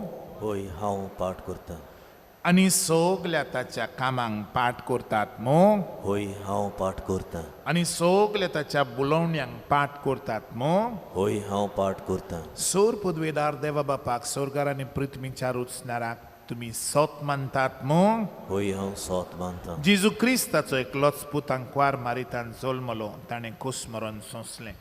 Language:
Konkani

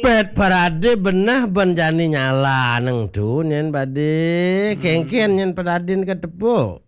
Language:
Balinese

